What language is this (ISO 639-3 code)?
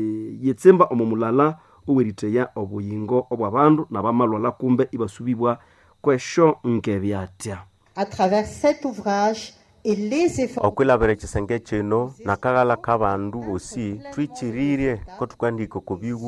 nnb